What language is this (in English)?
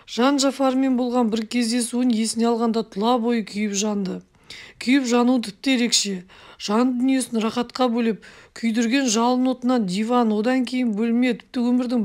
Kazakh